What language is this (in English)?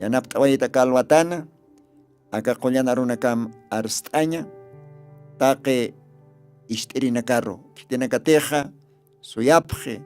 Aymara